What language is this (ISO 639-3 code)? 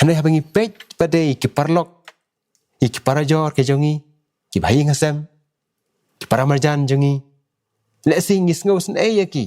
kha